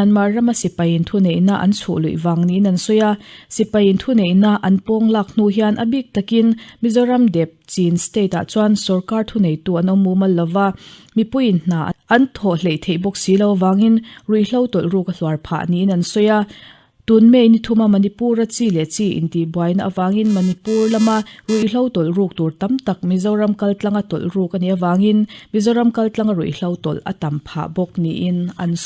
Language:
Mizo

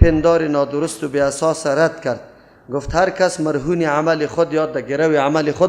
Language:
Persian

